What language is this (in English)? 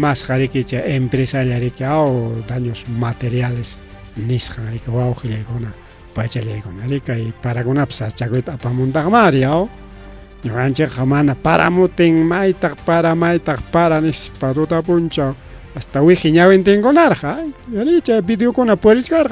Ayacucho Quechua